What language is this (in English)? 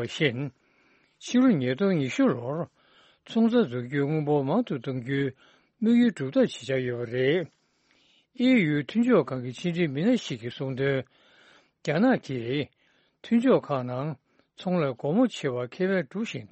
Tibetan